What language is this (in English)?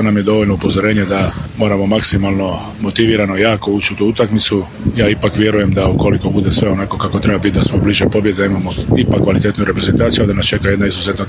Croatian